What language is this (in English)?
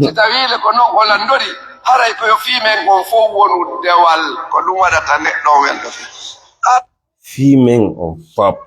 Fula